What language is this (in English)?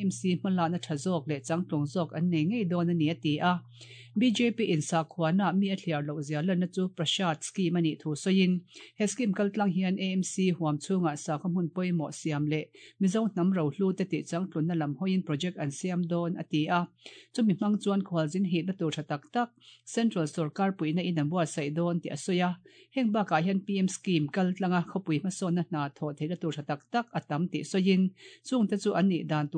Mizo